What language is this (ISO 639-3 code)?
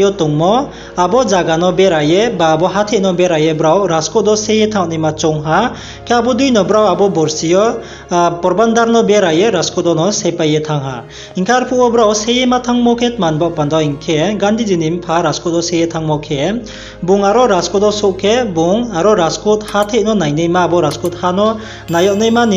ria